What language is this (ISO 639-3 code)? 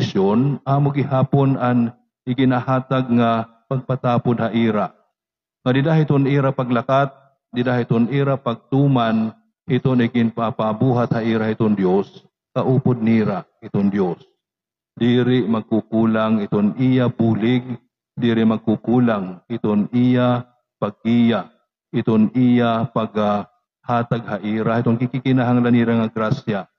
war